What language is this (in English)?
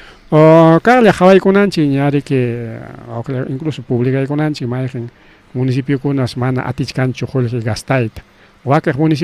Ayacucho Quechua